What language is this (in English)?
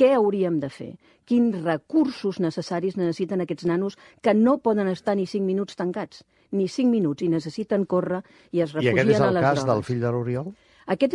Catalan